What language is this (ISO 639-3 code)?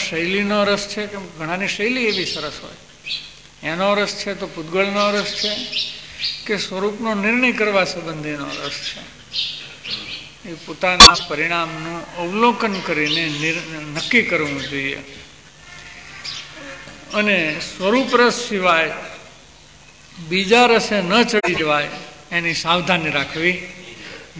guj